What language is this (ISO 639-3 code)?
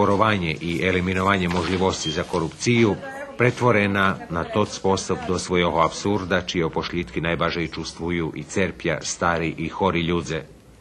rue